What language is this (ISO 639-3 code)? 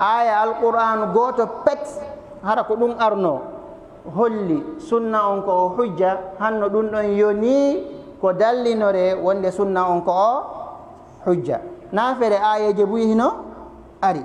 ful